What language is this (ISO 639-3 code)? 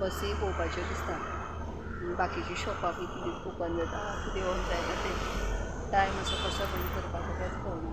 kok